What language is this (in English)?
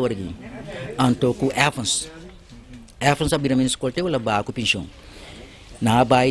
Papiamento